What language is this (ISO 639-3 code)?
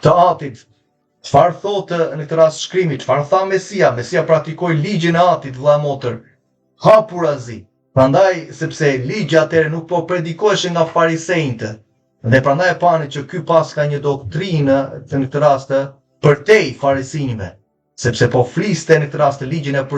sqi